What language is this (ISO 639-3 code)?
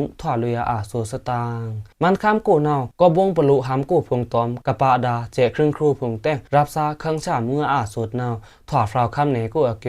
blk